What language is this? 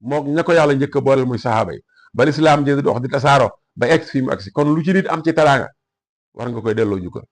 Wolof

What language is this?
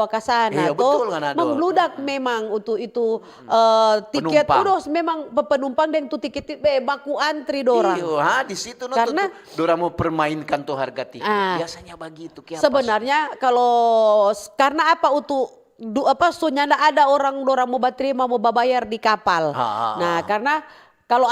Manado Malay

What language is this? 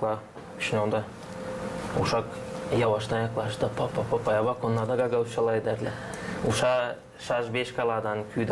Gagauz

